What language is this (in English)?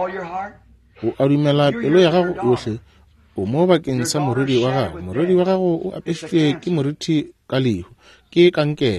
Northern Sotho